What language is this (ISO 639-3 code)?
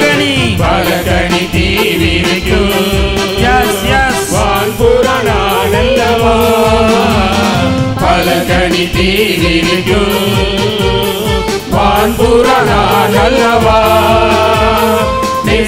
tam